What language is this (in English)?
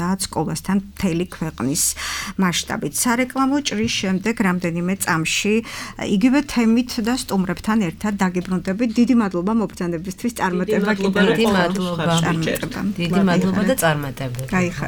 Georgian